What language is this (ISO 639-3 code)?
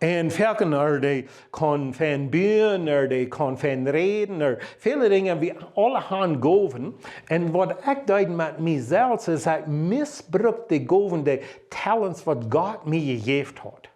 pdt